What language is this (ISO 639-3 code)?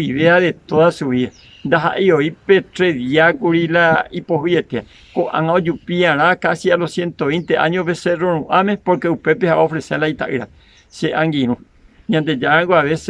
grn